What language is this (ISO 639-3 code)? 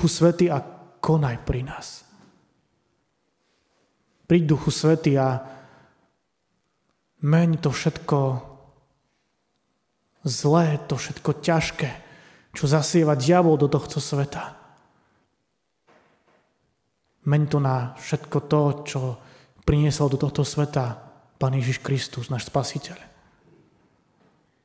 slk